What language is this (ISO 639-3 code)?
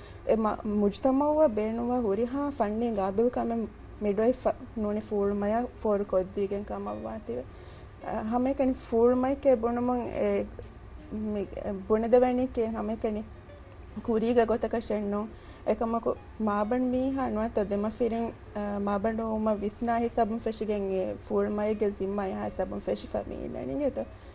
div